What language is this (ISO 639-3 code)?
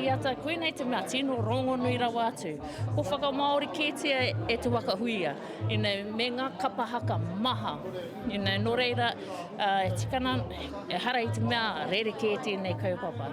mri